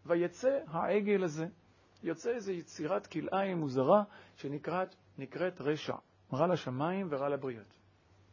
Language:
Hebrew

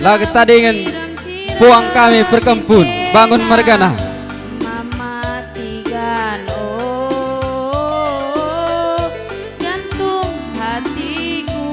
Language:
Batak Karo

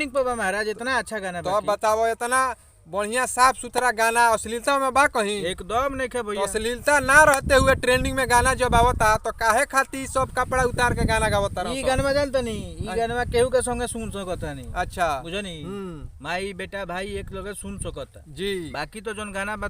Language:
Bhojpuri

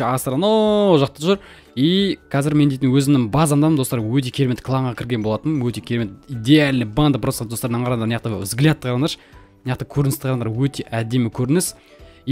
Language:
Kazakh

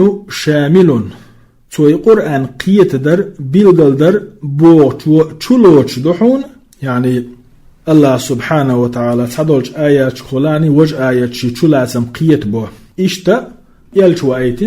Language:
Chechen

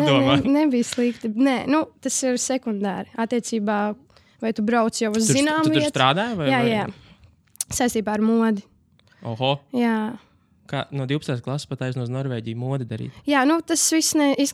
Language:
Latvian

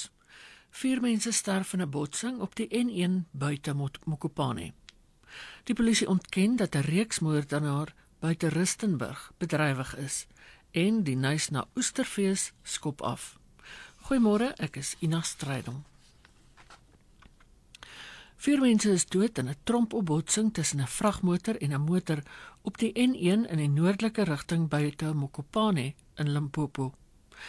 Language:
Afrikaans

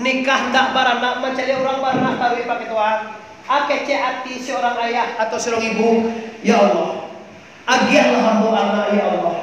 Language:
Minangkabau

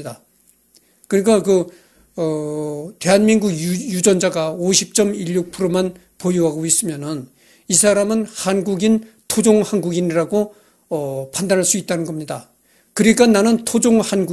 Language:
Korean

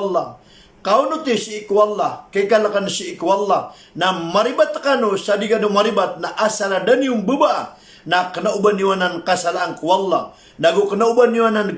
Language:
Maranao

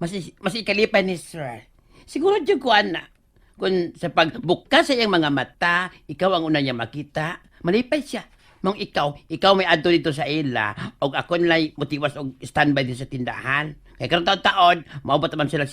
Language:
Cebuano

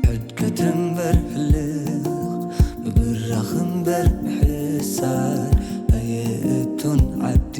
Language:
Tigrinya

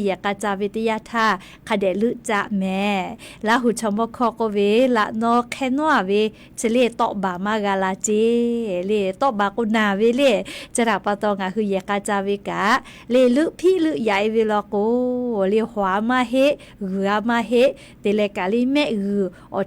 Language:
Lahu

